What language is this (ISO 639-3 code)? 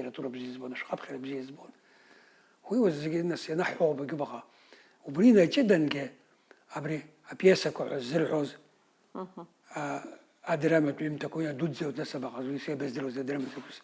abk